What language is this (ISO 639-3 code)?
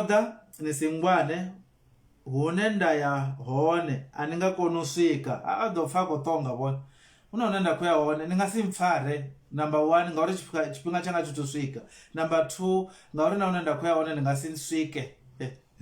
ven